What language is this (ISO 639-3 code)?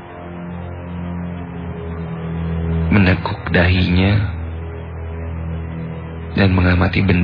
ind